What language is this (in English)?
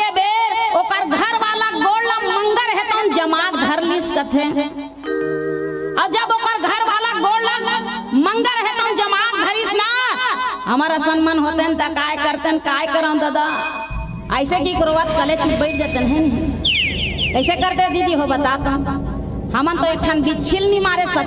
Chhattisgarhi